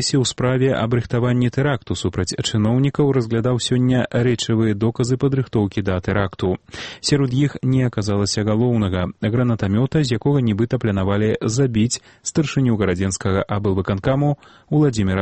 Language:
Belarusian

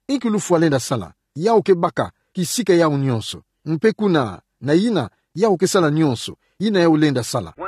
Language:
Kituba (Democratic Republic of Congo)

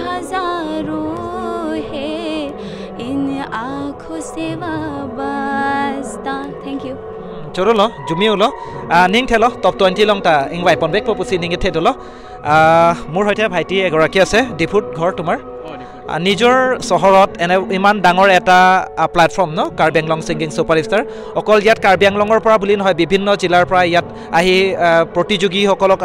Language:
Karbi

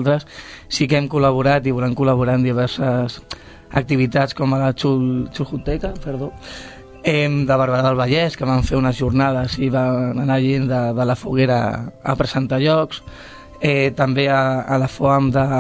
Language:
Catalan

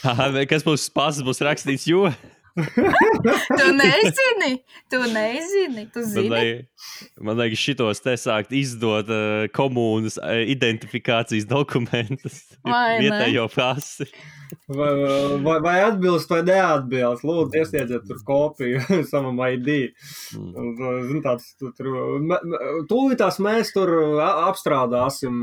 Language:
Latvian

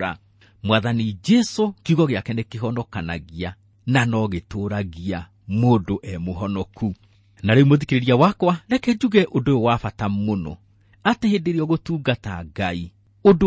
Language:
Kikuyu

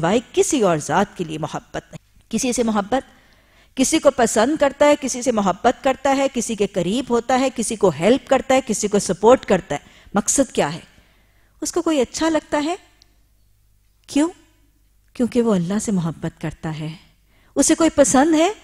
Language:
Urdu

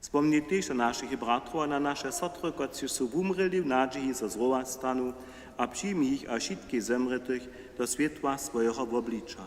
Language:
Upper Sorbian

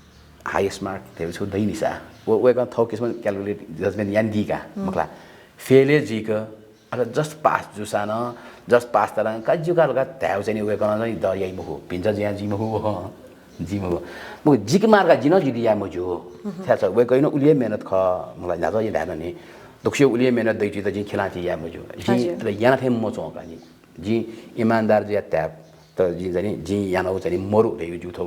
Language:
Newari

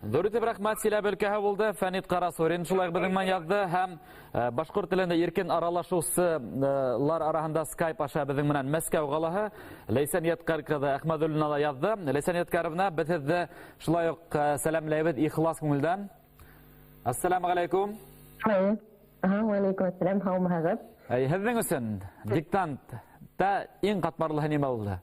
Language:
Bashkir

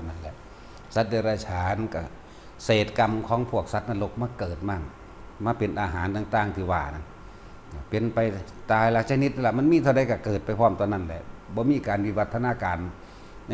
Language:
Northeastern Thai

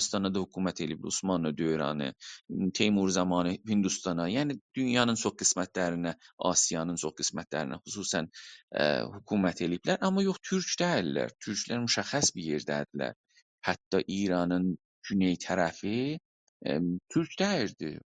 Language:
South Azerbaijani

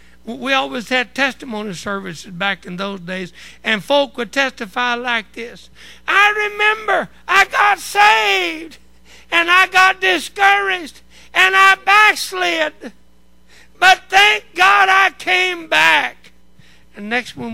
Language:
English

